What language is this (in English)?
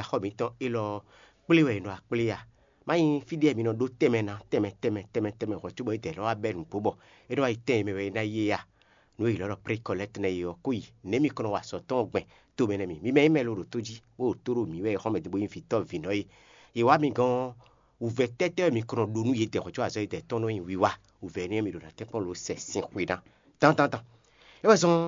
Fon